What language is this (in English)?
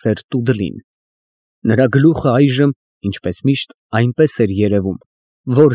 Armenian